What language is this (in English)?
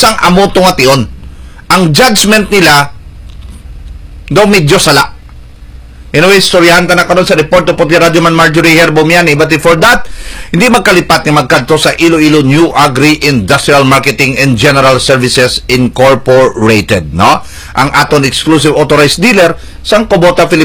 Hiligaynon